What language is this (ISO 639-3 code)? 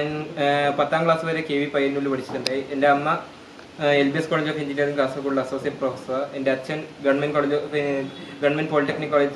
mal